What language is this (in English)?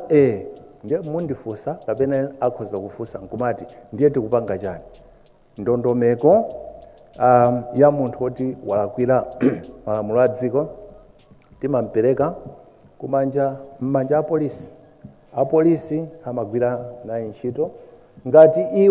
Nyanja